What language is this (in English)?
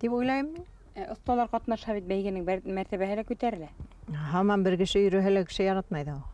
Bashkir